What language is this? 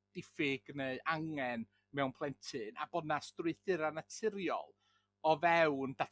Welsh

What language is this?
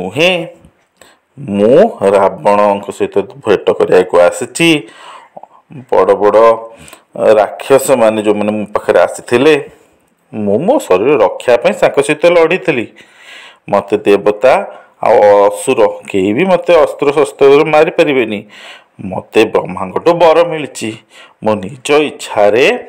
Odia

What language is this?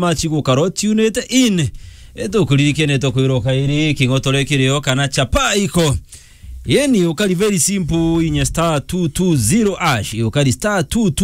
Meru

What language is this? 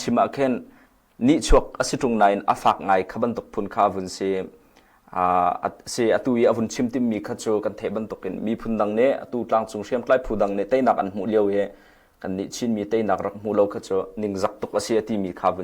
Hakha Chin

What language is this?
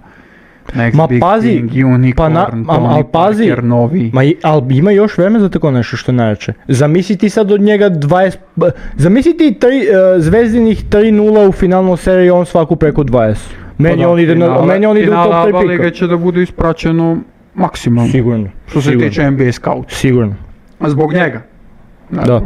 Serbian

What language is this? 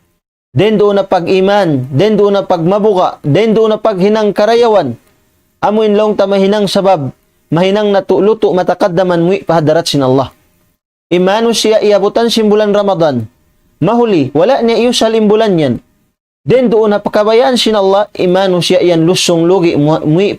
Tausug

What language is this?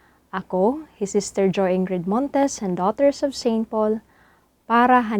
Waray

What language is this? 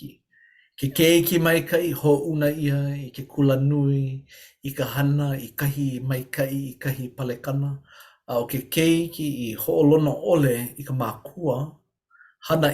Hawaiian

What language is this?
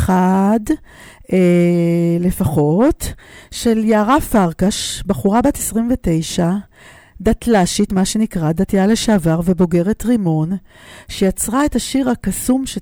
Hebrew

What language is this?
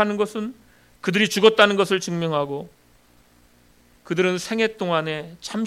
Korean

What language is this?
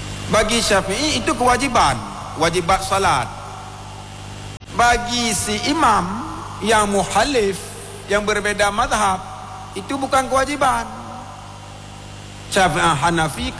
Malay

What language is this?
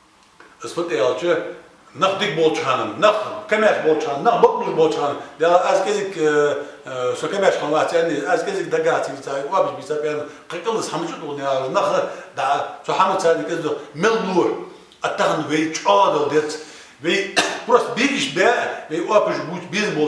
Ingush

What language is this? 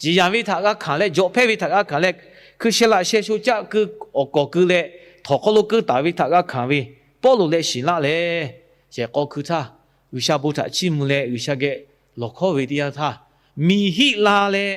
Lahu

